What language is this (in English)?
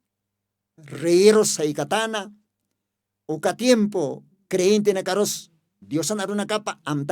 Aymara